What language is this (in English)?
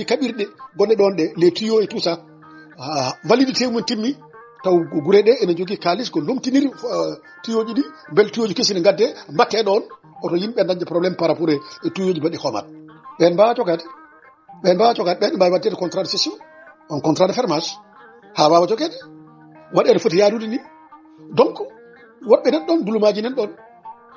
Fula